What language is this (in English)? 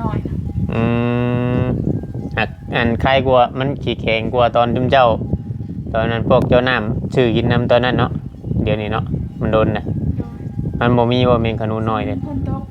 Northeastern Thai